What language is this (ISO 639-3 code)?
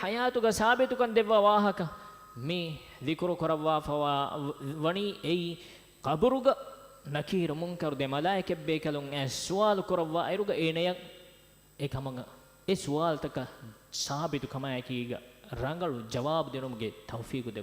div